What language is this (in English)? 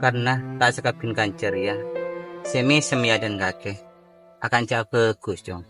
Madurese